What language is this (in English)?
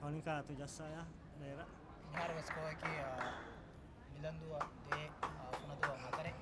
Divehi